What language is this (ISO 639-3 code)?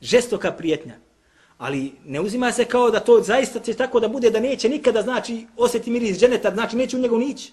bos